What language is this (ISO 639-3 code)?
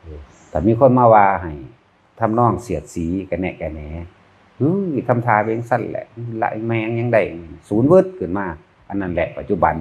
tts